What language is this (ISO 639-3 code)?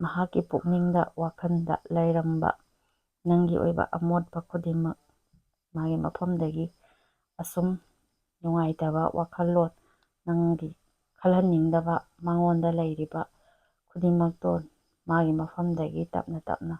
mni